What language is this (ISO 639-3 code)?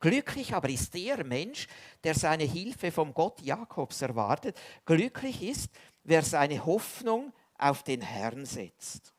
gsw